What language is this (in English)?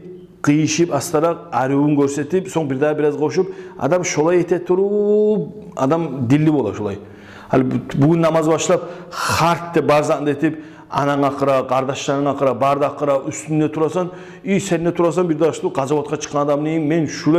Kumyk